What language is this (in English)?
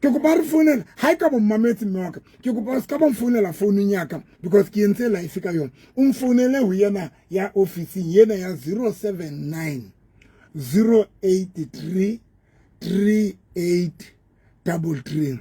Southern Sotho